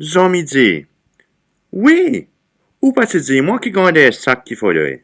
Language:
Seselwa Creole French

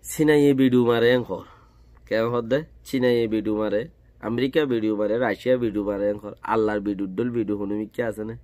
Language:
Rohingya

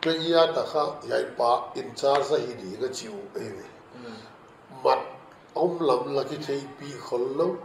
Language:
Paite Chin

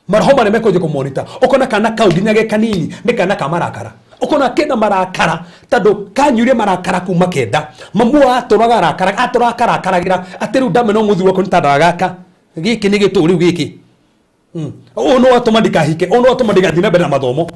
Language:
Kikuyu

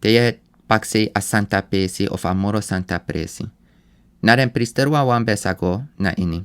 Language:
Sranan Tongo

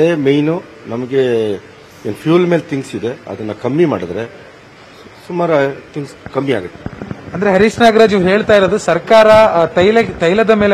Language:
Kannada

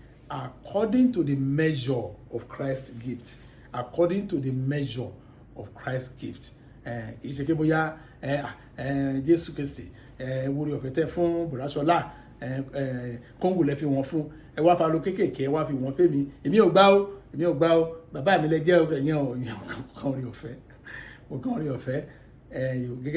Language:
Yoruba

